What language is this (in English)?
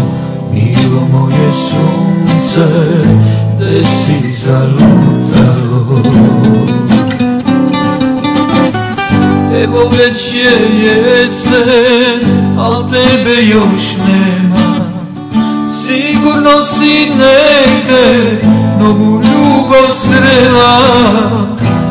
Serbian